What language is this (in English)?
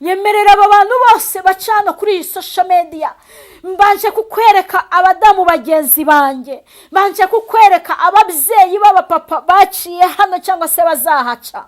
Kinyarwanda